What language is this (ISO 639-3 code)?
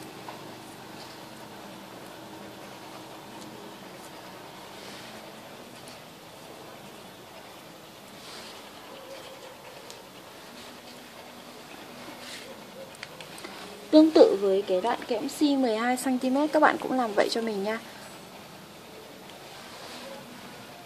vie